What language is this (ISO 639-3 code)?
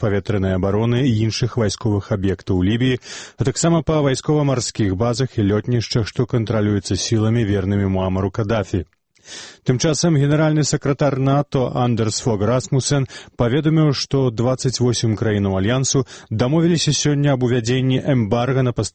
bel